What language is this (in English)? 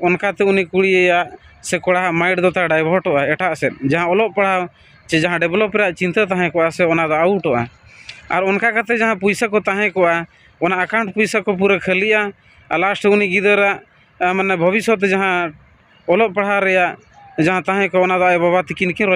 Santali